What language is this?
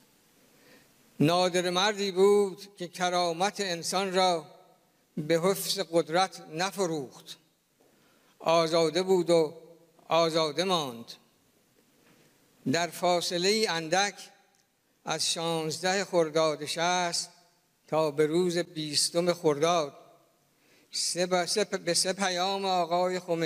Persian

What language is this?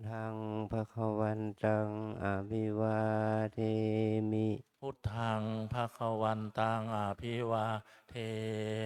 Pali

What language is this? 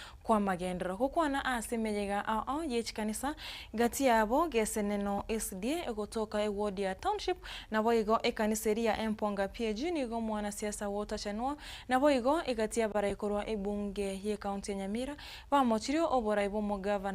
Gusii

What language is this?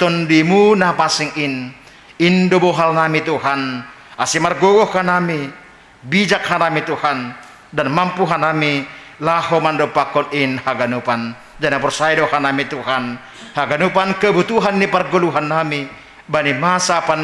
Batak Simalungun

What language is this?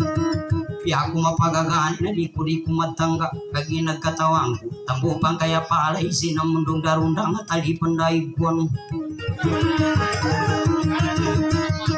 Maguindanaon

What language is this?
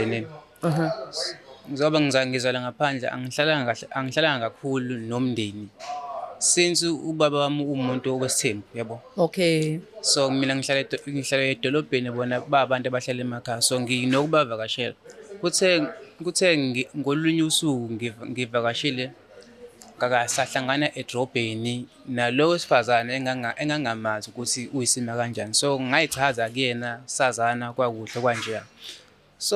Zulu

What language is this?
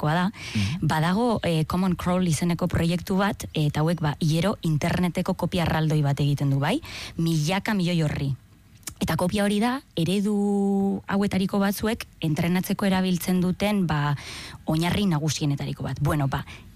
Basque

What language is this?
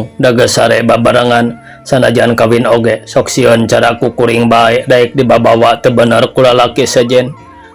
Sundanese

